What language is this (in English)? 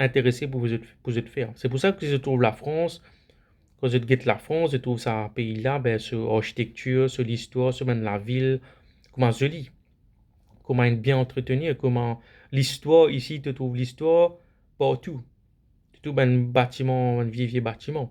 Morisyen